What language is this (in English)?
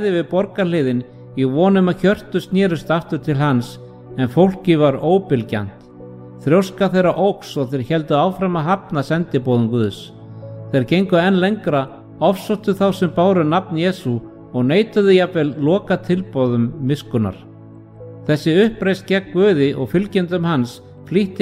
Icelandic